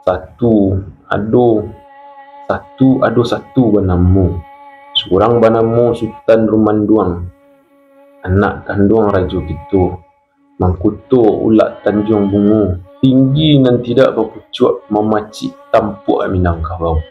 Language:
Minangkabau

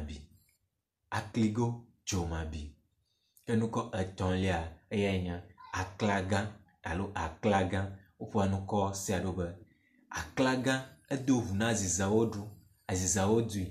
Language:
Ewe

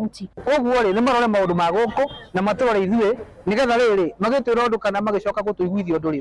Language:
Kikuyu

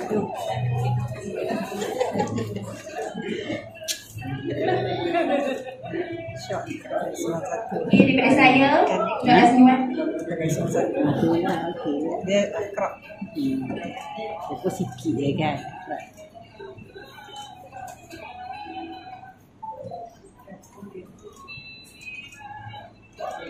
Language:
Malay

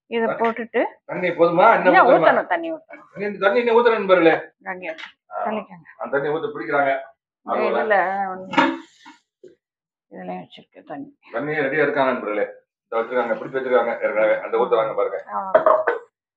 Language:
Tamil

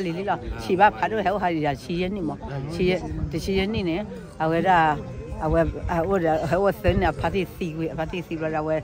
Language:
S'gaw Karen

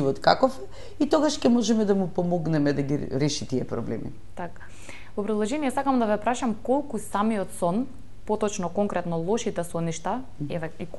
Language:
Macedonian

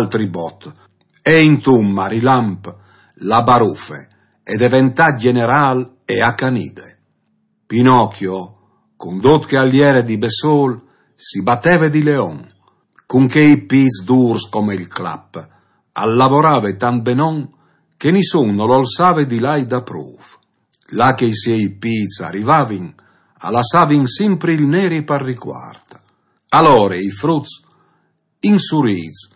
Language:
Friulian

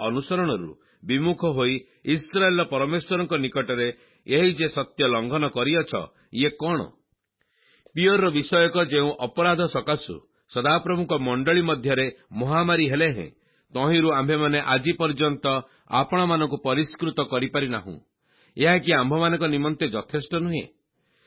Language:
Odia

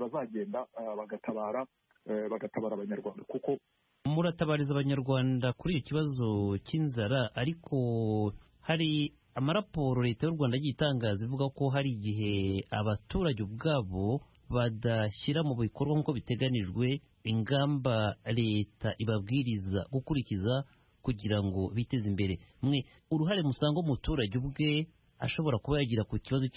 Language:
Kinyarwanda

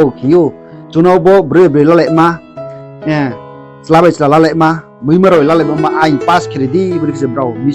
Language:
Riang (India)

